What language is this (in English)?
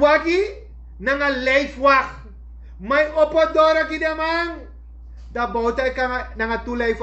Sranan Tongo